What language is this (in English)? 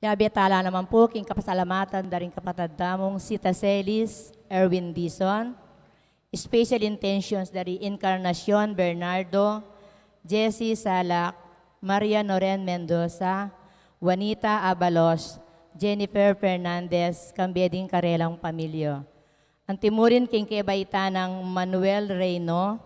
Pampanga